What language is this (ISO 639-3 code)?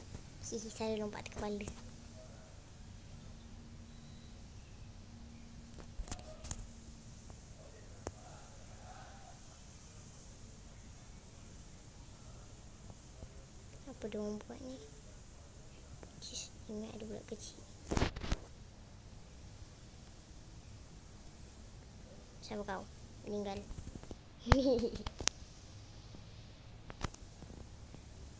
msa